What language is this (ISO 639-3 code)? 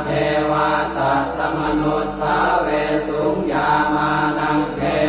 pli